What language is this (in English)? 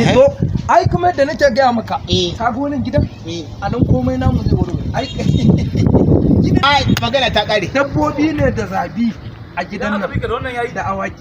Hausa